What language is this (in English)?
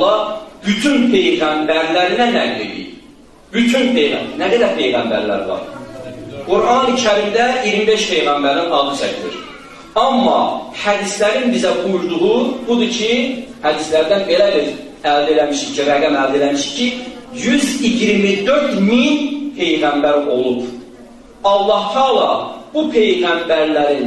Azerbaijani